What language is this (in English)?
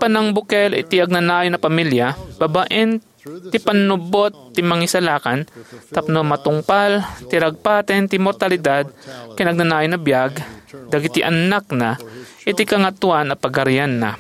Iloko